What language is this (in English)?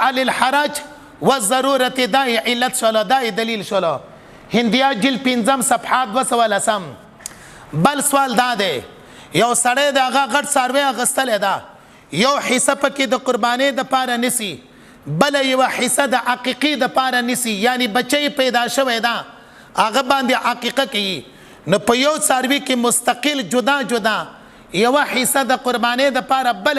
Pashto